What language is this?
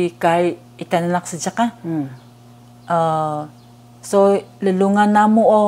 Taroko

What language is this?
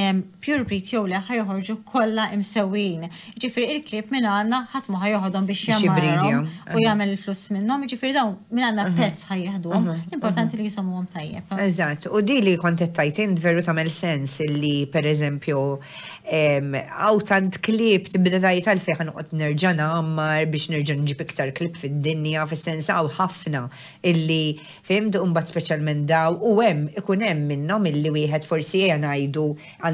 Maltese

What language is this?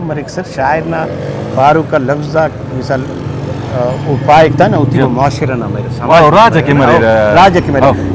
Brahui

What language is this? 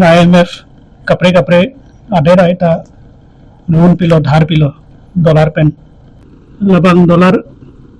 Karbi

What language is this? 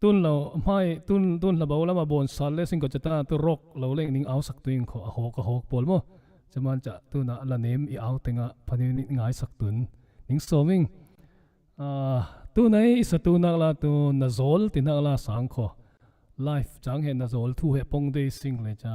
Falam Chin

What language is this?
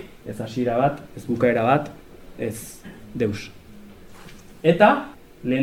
Basque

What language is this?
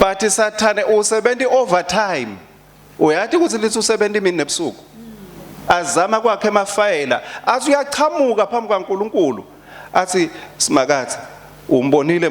Swati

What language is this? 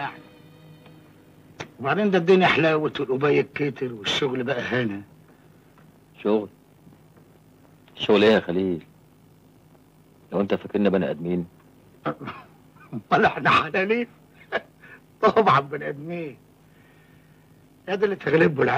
Egyptian Arabic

